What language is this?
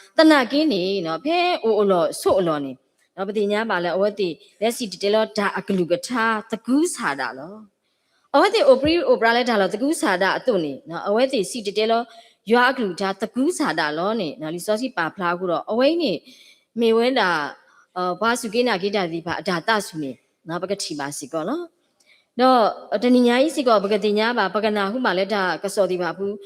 S'gaw Karen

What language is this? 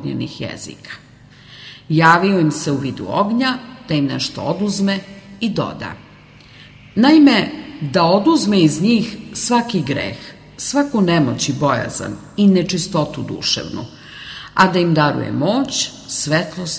Serbian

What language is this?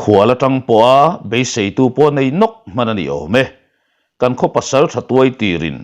Mizo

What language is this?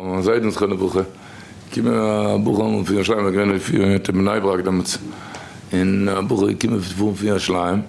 Yiddish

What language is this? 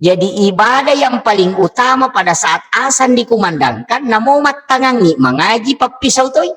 Buginese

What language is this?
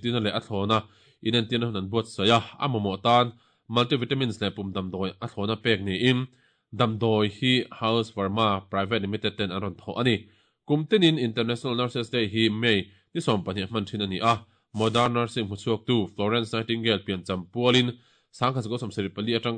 Mizo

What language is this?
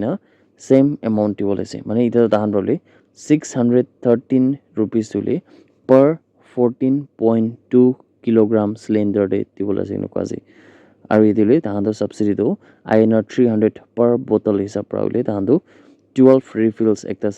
Naga Pidgin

